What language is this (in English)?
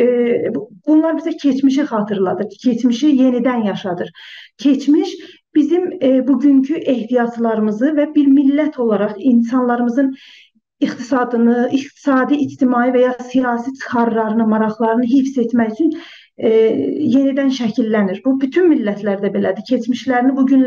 South Azerbaijani